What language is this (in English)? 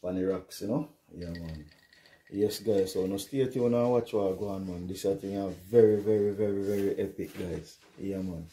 Jamaican Creole English